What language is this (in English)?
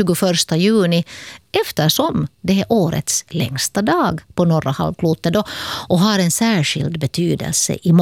Swedish